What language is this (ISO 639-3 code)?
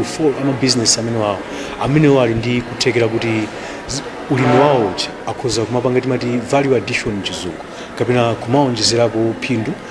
nya